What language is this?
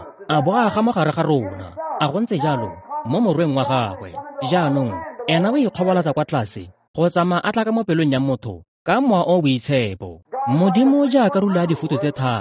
Tswana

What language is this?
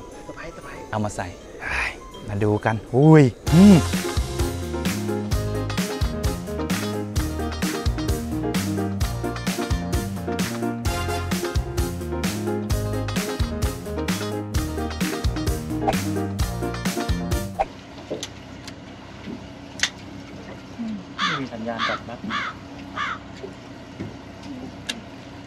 Thai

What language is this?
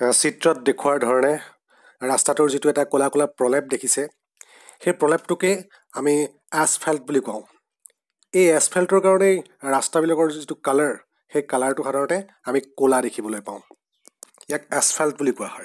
Assamese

